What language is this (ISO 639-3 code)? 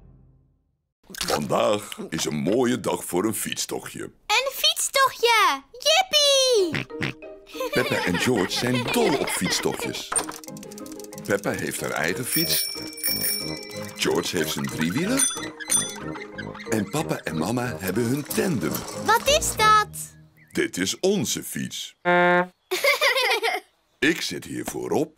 nld